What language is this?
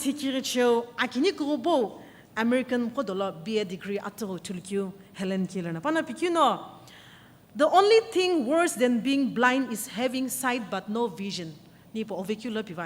Sumi Naga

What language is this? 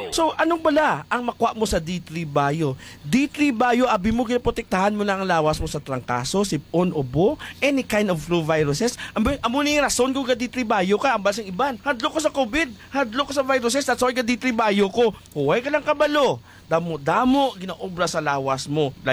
Hiligaynon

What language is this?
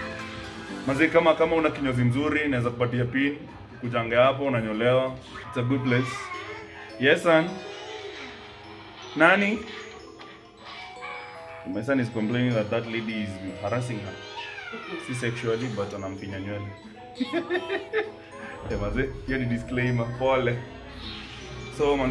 Swahili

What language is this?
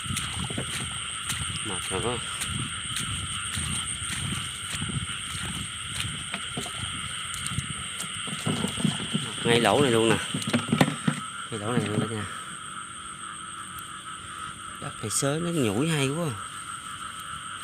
Vietnamese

